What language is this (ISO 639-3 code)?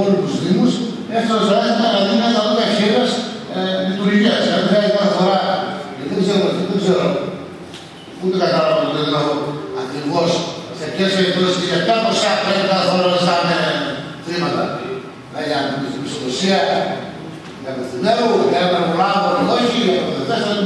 ell